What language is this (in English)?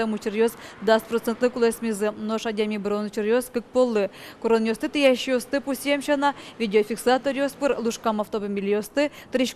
Udmurt